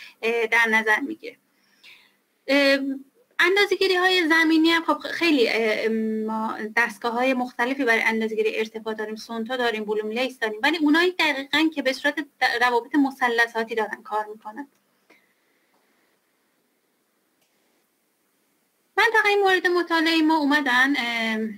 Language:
Persian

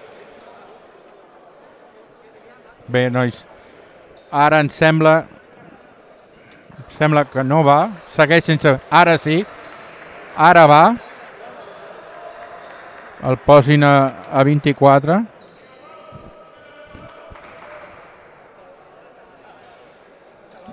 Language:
Catalan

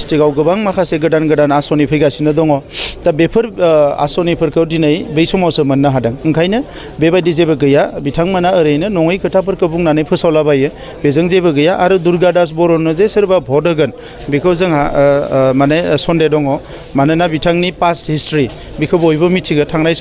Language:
Bodo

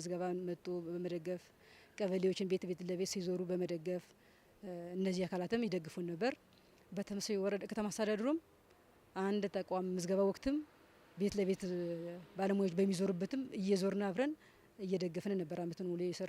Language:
Amharic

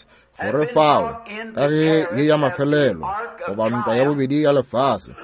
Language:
Northern Sotho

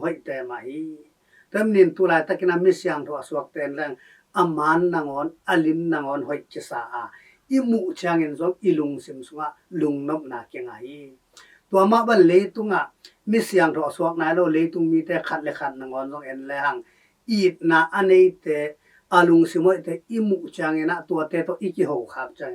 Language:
Tedim Chin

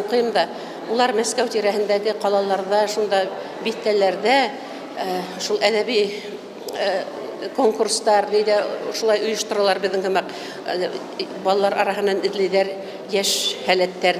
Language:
Bashkir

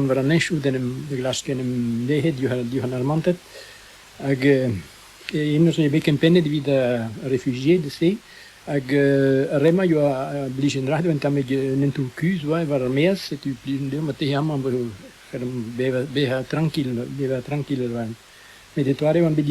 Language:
Breton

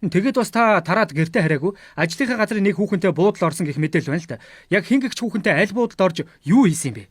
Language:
Mongolian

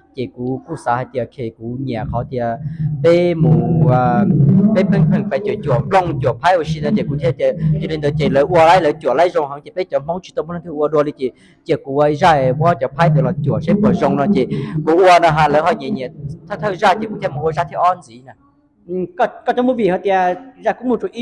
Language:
Hmong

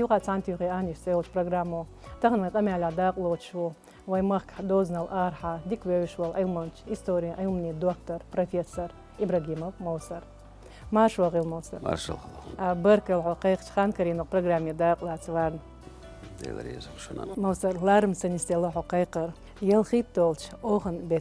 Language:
Chechen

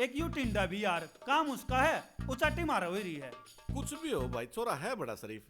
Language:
Haryanvi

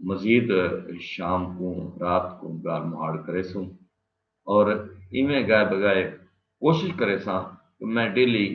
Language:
Saraiki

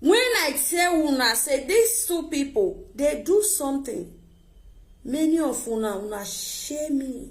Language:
Nigerian Pidgin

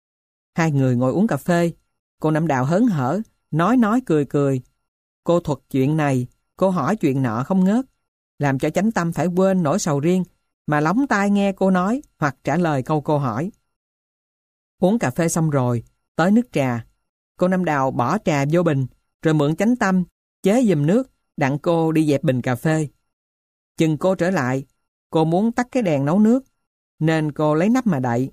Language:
Vietnamese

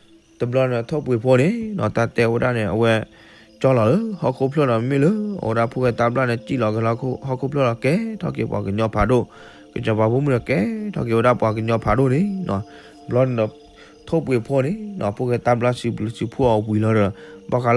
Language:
S'gaw Karen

